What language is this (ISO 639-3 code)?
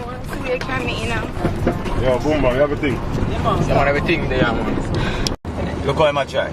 jam